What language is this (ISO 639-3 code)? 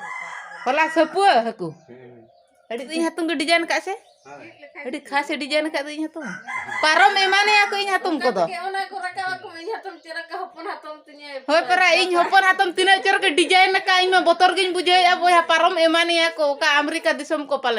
sat